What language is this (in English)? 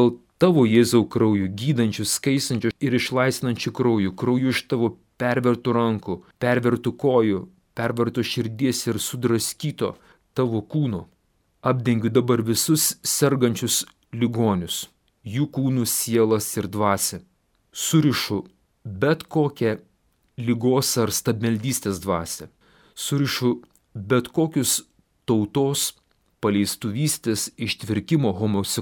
Lithuanian